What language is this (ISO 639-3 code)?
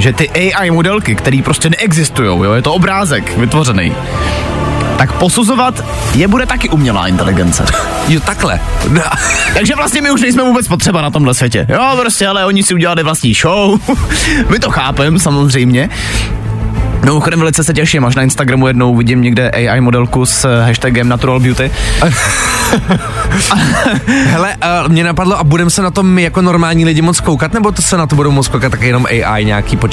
ces